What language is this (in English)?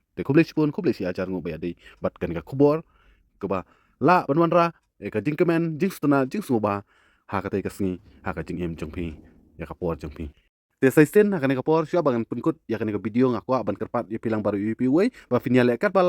Khasi